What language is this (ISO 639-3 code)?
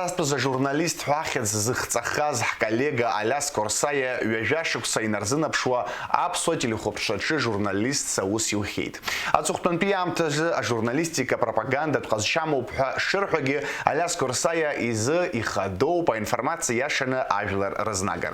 abk